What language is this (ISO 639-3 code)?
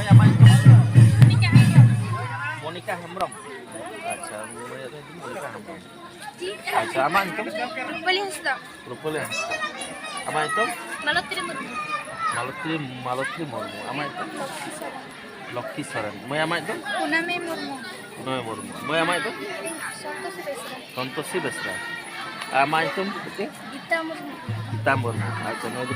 sat